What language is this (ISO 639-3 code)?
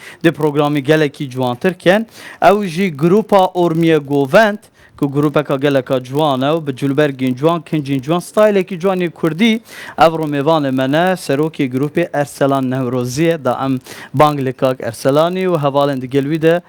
kur